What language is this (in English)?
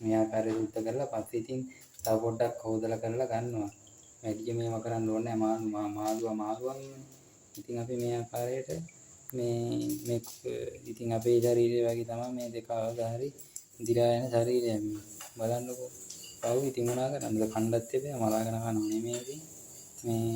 Sinhala